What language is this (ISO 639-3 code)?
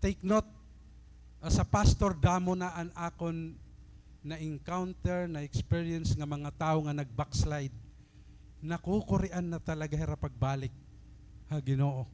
war